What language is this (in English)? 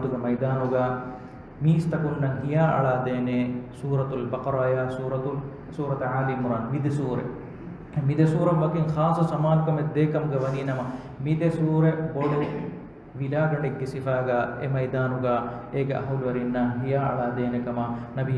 Divehi